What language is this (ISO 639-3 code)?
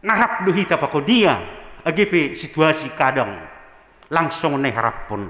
bts